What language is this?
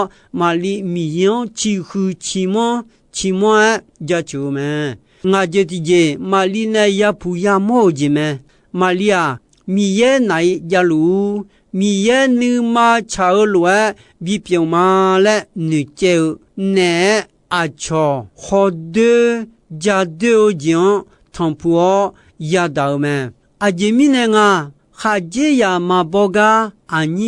Akha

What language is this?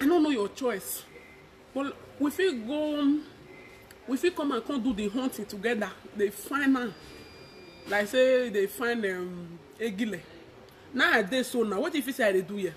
Nigerian Pidgin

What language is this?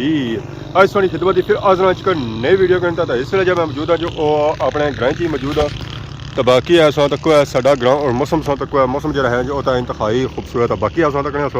Pahari-Potwari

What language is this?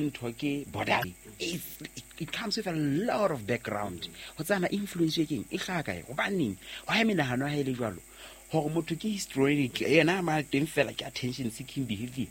Southern Sotho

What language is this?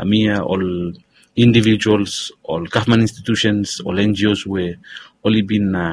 Bislama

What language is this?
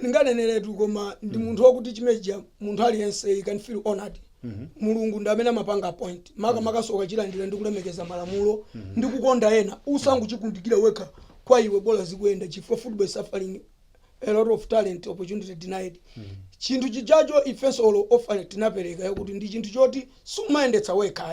Nyanja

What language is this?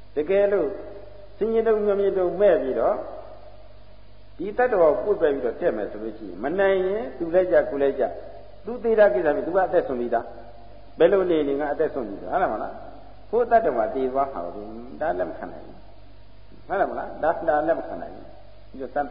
Burmese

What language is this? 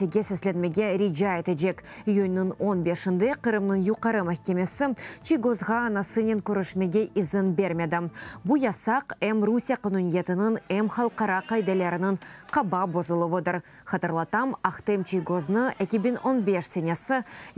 Crimean Tatar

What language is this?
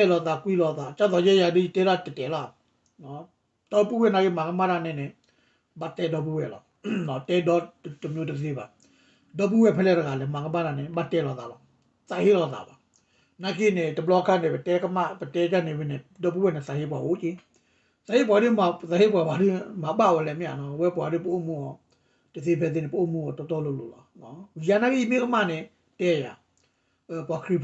S'gaw Karen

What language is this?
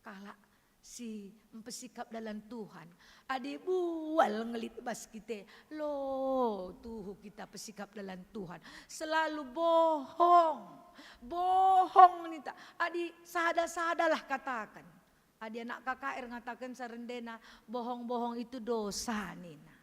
Batak Karo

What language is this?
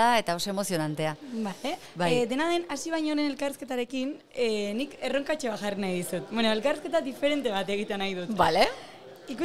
Basque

